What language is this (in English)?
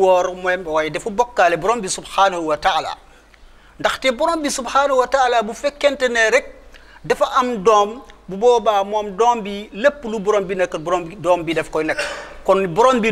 Wolof